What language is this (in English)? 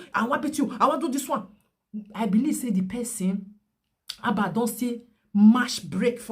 Nigerian Pidgin